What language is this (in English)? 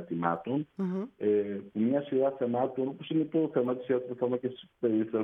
Greek